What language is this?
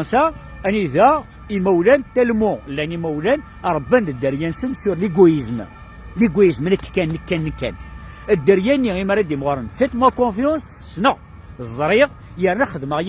Kabyle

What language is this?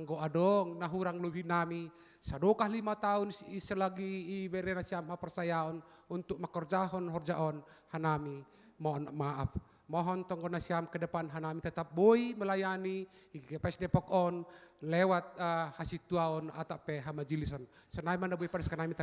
Batak Simalungun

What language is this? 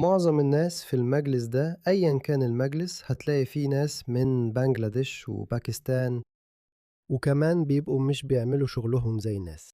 Egyptian Arabic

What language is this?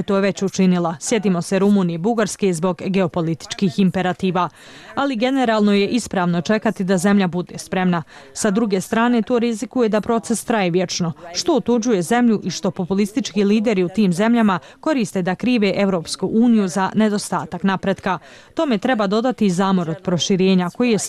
Bosnian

